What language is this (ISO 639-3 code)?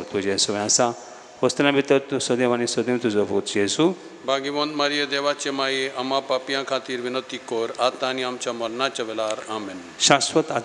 kok